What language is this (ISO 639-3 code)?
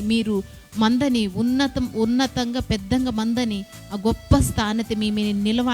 kff